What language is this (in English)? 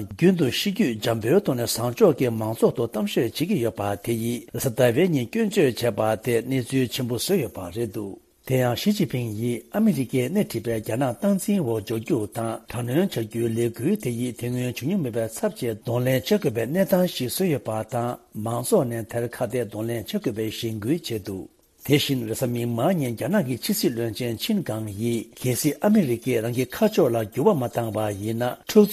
Tibetan